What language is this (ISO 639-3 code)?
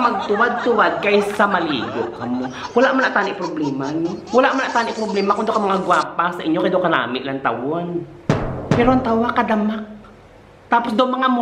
hil